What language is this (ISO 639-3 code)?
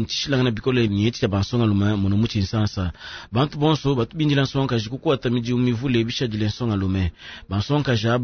lua